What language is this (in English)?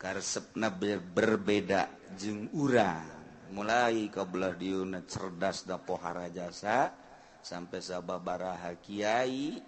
Sundanese